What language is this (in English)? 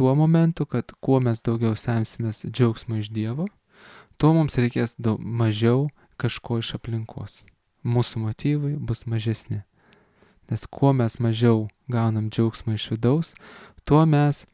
Lithuanian